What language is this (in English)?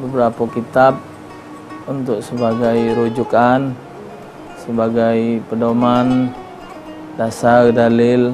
Musi